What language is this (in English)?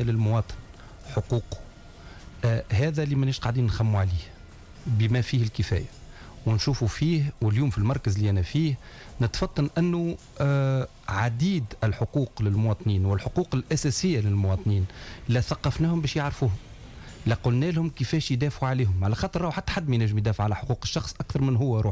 Tunisian Arabic